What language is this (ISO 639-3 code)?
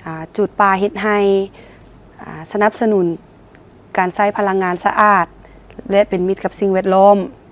lao